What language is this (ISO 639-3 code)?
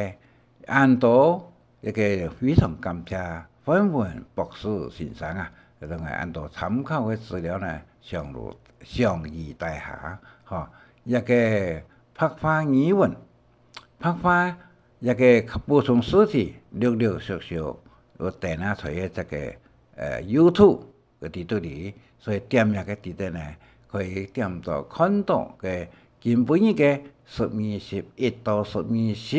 hak